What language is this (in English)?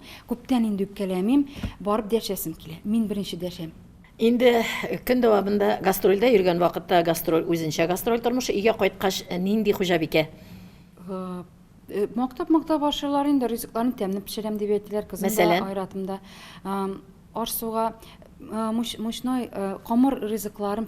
Tatar